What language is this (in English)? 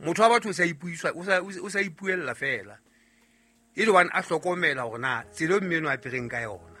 Southern Sotho